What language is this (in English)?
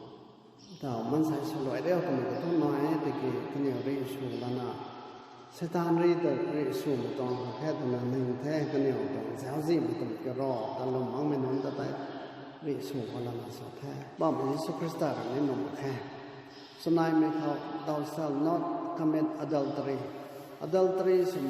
Rongmei Naga